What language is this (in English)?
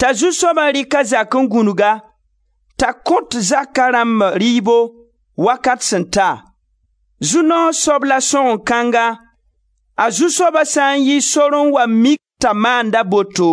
Mossi